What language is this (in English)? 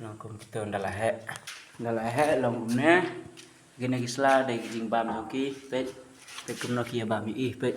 Khasi